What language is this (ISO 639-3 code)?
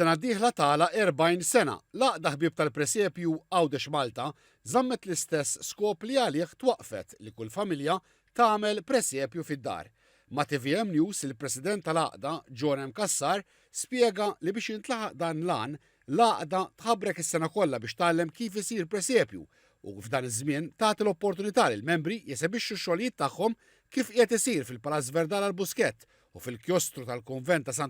mlt